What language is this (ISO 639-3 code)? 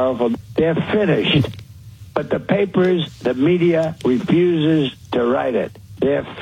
eng